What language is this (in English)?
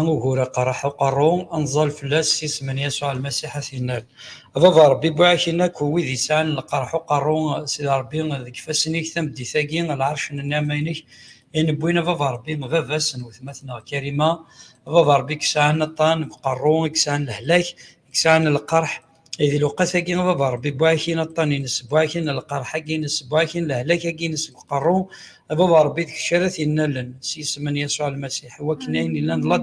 Kabyle